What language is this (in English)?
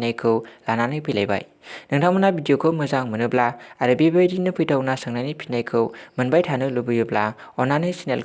Bodo